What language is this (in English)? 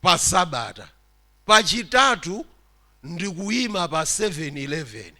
Nyanja